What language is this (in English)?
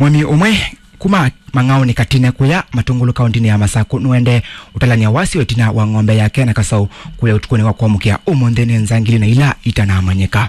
Kamba